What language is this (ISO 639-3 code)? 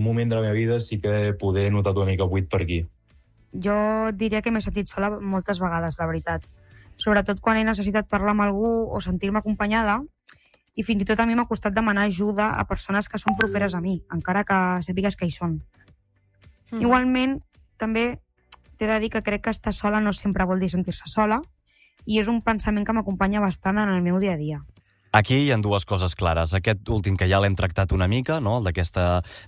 cat